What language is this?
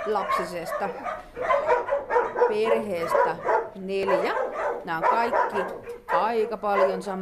Finnish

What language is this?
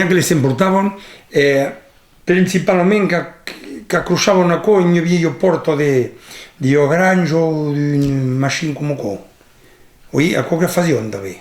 Occitan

